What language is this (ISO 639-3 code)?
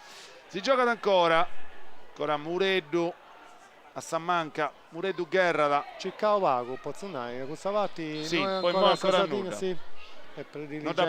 srd